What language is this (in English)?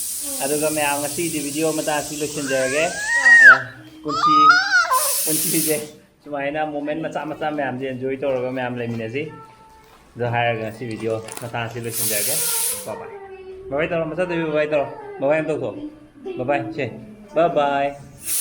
Manipuri